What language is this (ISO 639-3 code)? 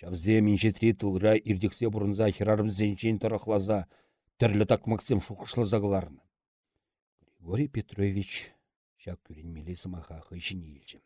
chv